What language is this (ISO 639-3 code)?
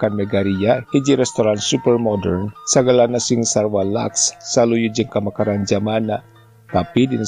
sun